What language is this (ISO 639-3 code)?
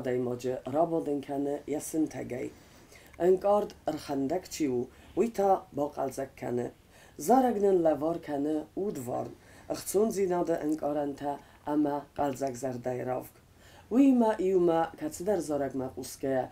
oss